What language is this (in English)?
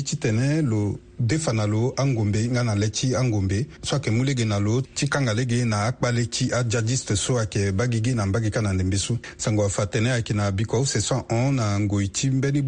Sango